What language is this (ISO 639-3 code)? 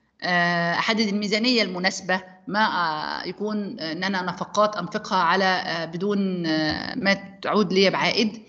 arz